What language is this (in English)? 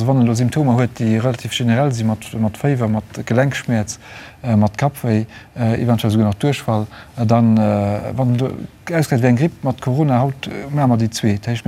Luxembourgish